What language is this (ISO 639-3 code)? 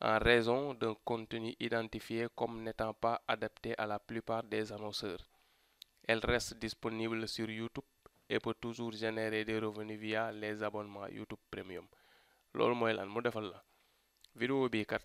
wol